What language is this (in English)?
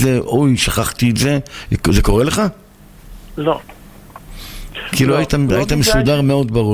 Hebrew